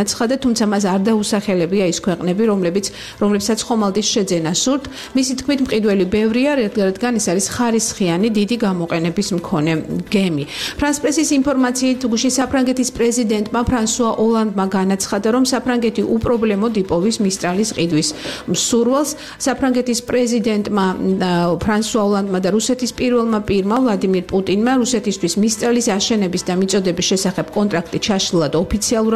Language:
Georgian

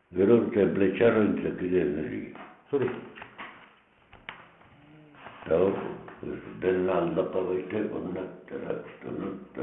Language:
Basque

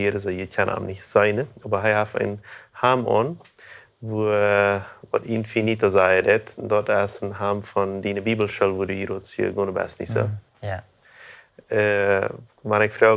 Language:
Plautdietsch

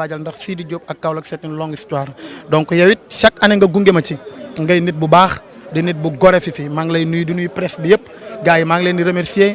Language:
Wolof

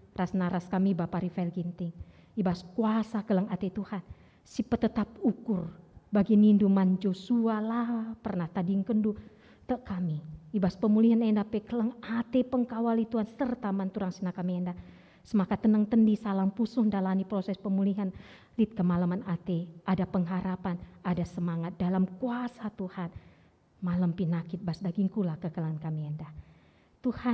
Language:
Batak Karo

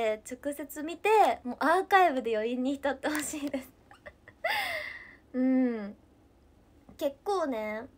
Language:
Japanese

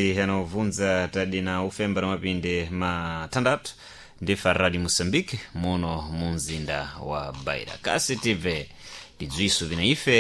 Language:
Sena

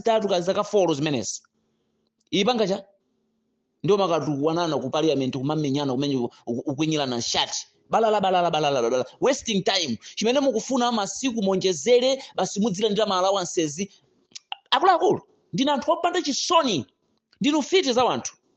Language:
Nyanja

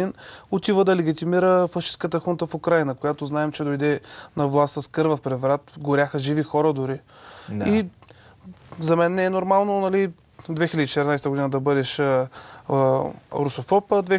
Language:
Bulgarian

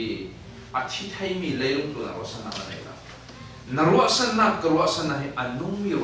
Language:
Falam Chin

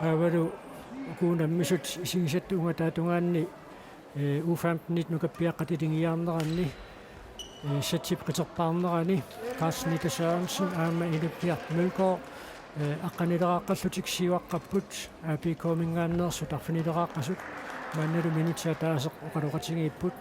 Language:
Kalaallisut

